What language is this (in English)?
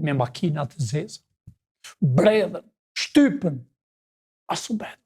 Albanian